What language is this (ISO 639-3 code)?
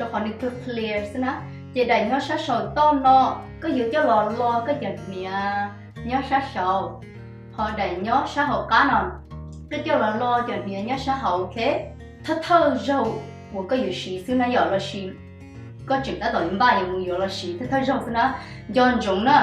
hmn